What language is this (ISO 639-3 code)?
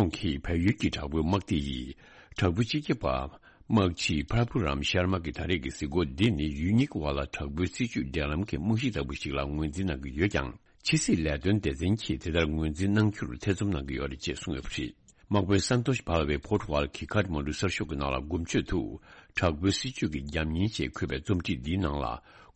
bod